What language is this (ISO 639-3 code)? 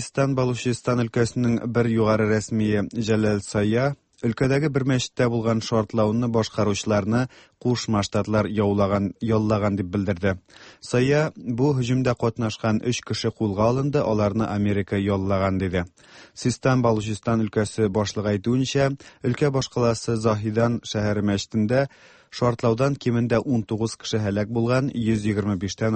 tat